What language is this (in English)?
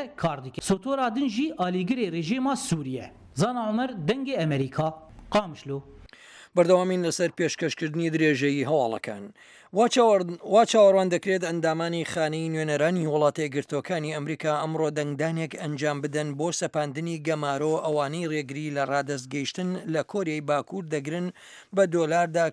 Central Kurdish